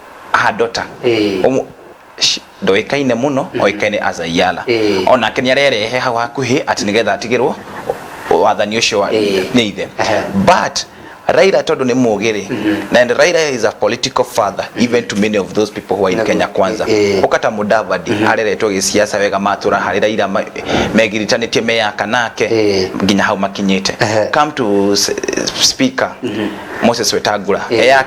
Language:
Kikuyu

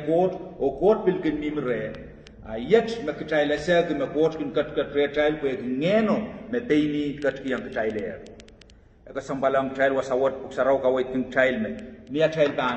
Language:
Pohnpeian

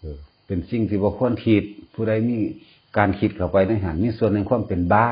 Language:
Northeastern Thai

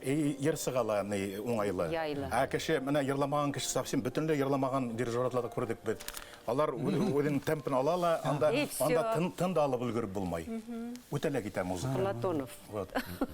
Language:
Bashkir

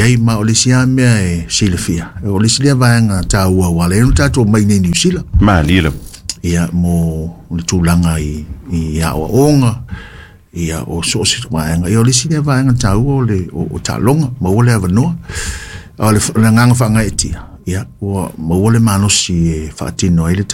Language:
Samoan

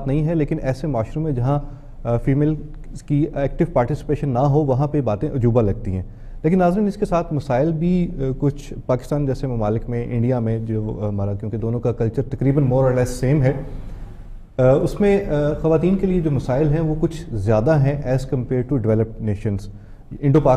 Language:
Urdu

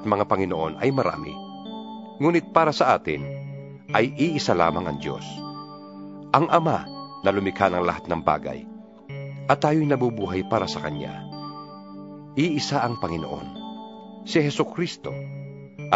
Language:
Filipino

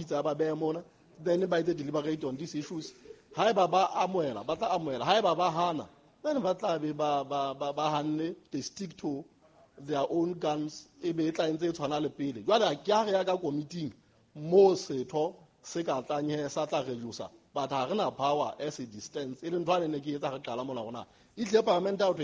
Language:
Southern Sotho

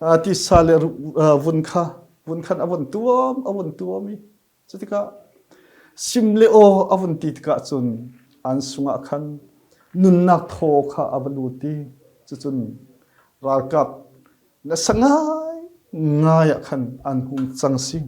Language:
Falam Chin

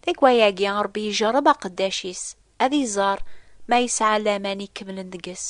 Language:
Kabyle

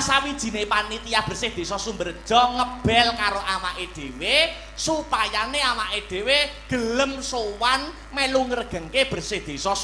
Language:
Javanese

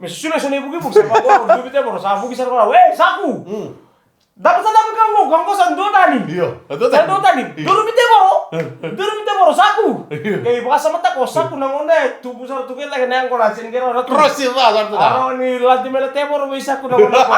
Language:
Fijian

